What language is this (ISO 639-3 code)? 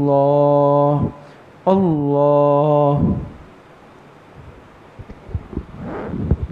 urd